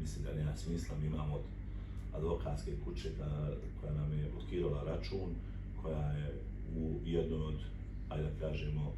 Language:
Bosnian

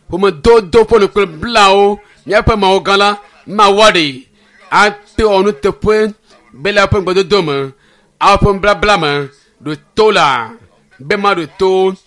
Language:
Ewe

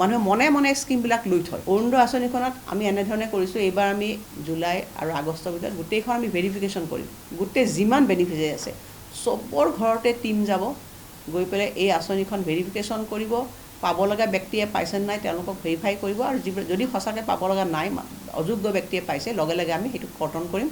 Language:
Assamese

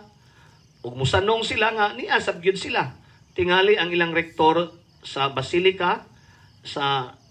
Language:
Cebuano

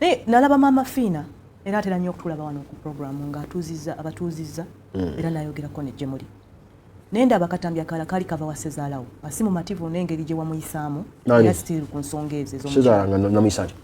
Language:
Ganda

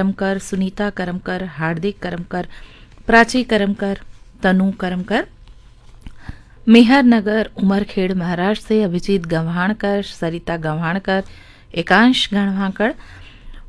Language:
Hindi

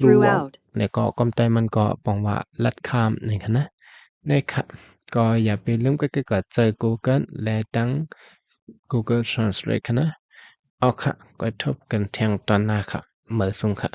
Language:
Shan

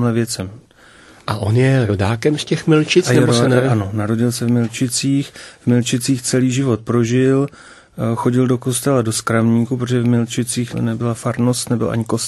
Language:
Czech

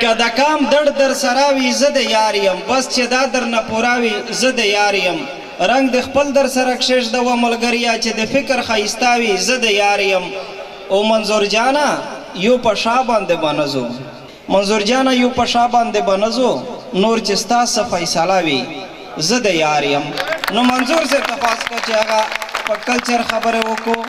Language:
Pashto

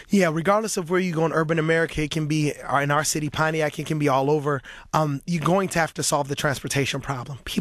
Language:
English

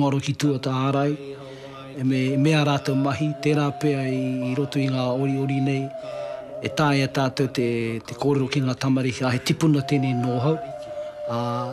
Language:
Māori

